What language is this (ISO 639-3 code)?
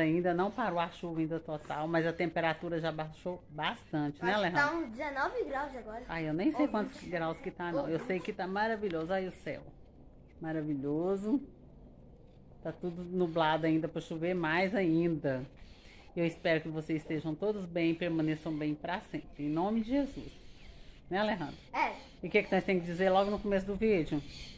por